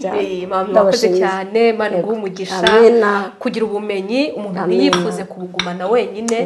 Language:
Kinyarwanda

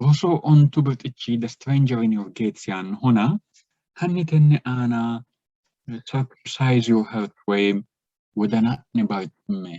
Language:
Sidamo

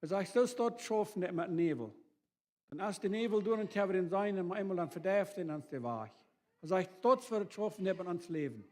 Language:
Plautdietsch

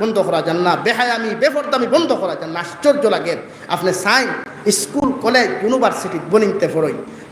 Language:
Sylheti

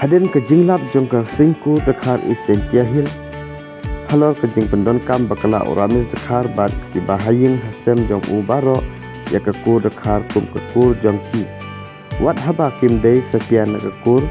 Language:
Khasi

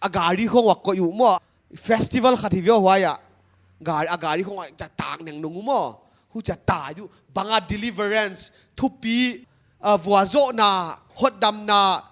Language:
Paite Chin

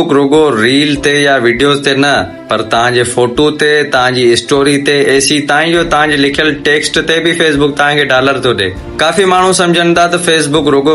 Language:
Sindhi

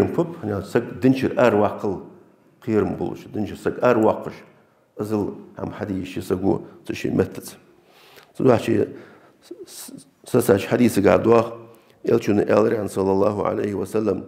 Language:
Ingush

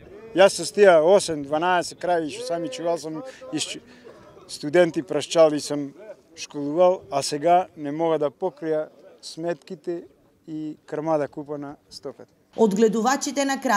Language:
Macedonian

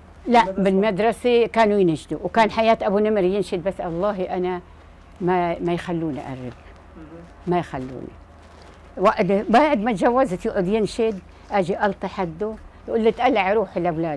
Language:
South Levantine Arabic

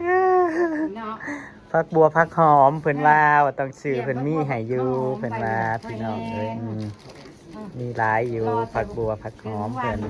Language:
Northeastern Thai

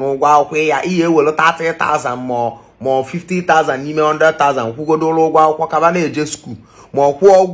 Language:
Igbo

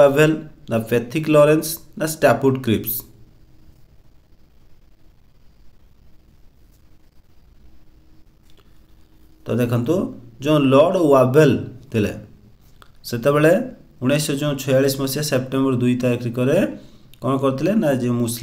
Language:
Odia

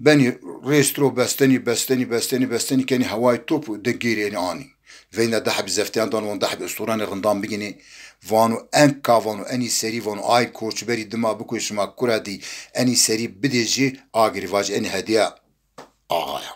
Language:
Zaza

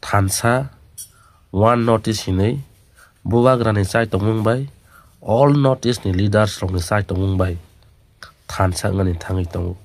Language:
Kok Borok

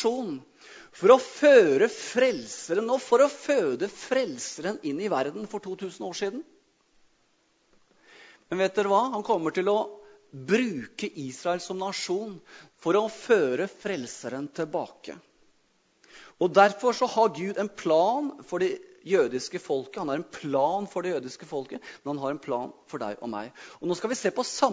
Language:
Norwegian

